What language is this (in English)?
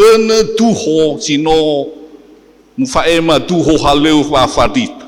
Nias